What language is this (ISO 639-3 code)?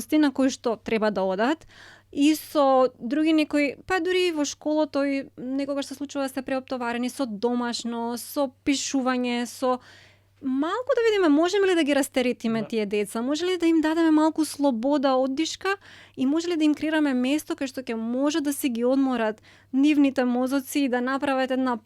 mkd